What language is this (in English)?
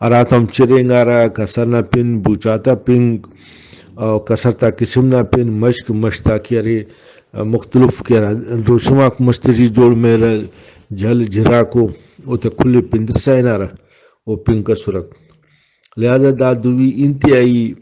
Brahui